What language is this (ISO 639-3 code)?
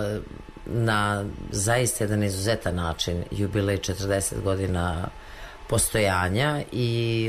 srp